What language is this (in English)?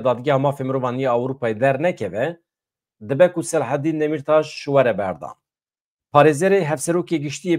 Kurdish